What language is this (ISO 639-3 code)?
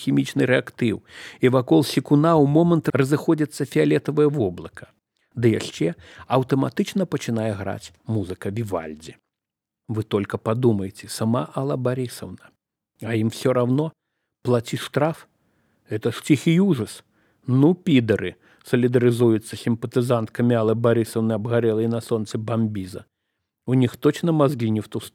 bel